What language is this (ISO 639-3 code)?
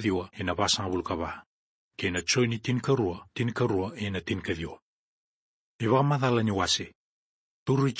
fij